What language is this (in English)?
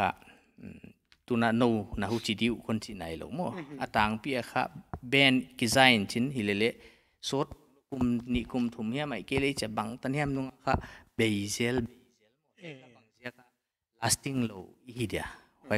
Paite Chin